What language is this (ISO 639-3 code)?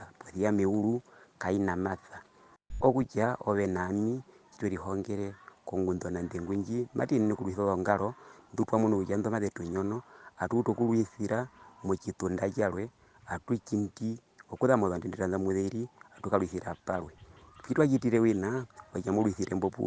her